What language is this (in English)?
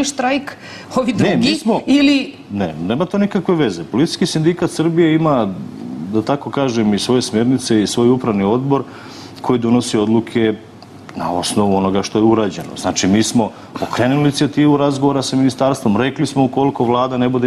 Serbian